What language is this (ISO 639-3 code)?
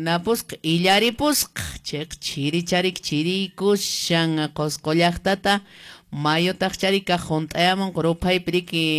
que